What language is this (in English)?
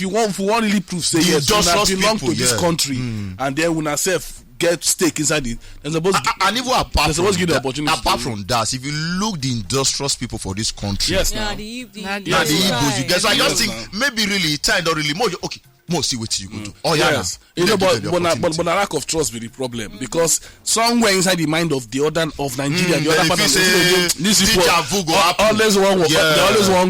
Nigerian Pidgin